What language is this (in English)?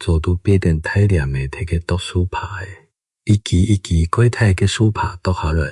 Hakka Chinese